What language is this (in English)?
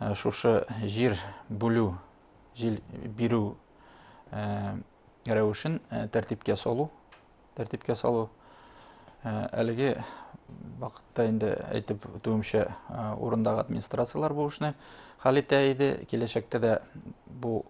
Bashkir